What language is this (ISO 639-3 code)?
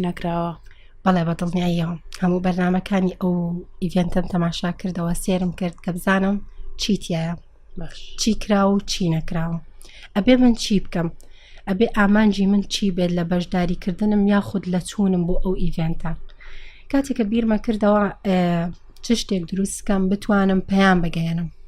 ckb